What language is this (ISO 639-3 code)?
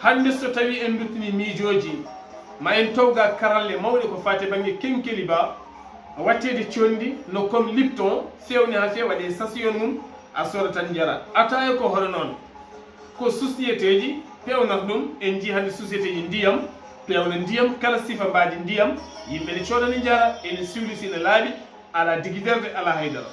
ful